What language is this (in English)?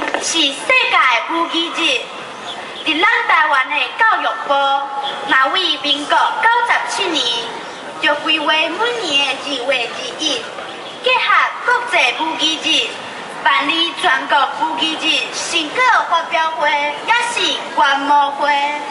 Min Nan Chinese